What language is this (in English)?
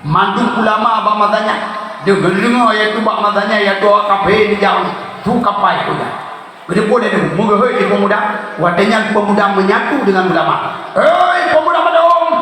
Achinese